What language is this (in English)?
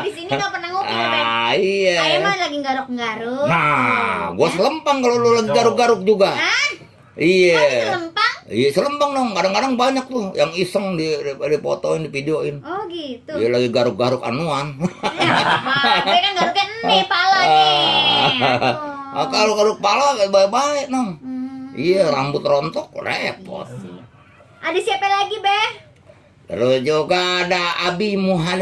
Betawi